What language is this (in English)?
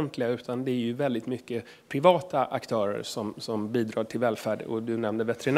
Swedish